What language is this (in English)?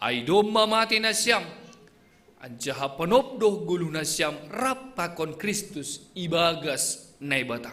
Batak Simalungun